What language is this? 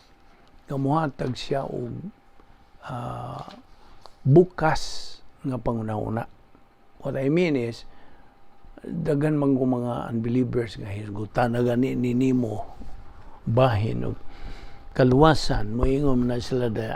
Cebuano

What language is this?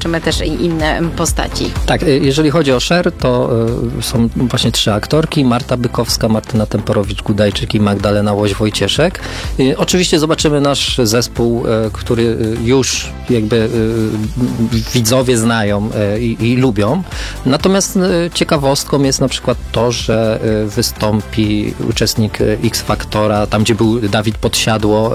Polish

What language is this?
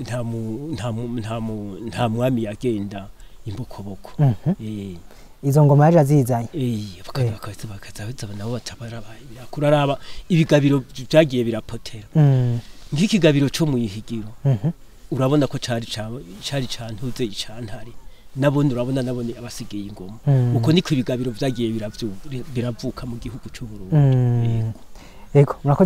Rundi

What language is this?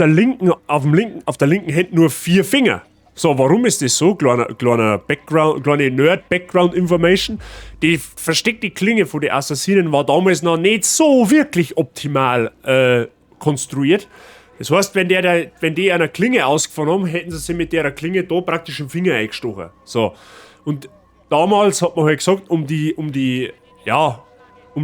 Bavarian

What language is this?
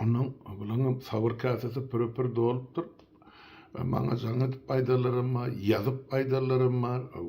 Turkmen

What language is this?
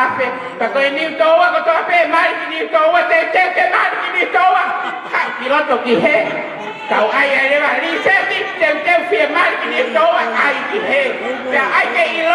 Tongan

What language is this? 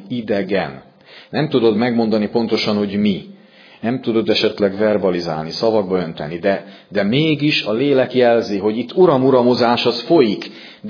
Hungarian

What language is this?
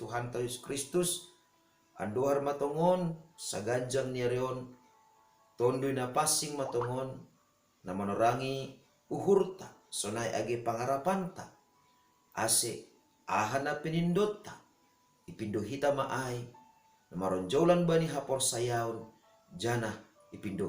Batak Simalungun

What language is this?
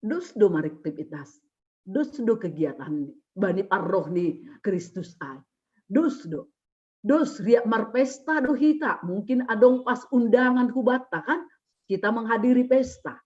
Batak Simalungun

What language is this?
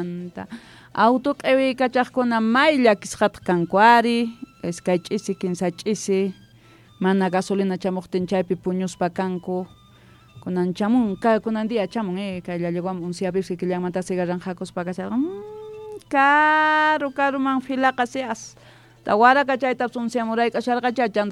Quechua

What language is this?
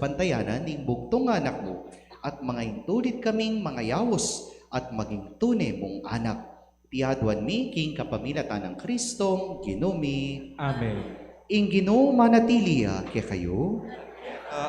Pampanga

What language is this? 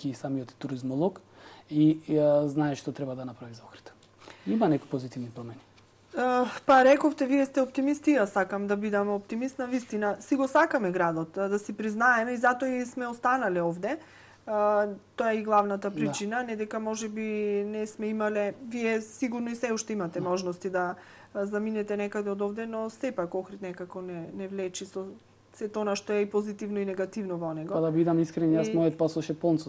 Macedonian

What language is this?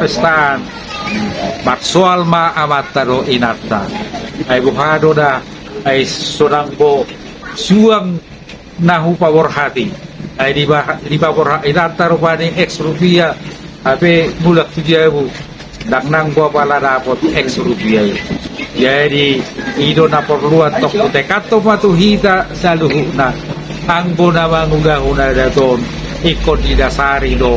Batak Toba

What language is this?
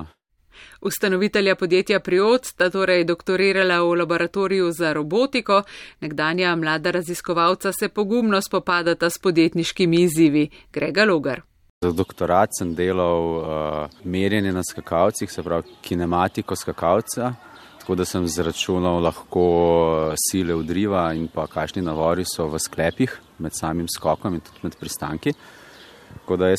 Slovenian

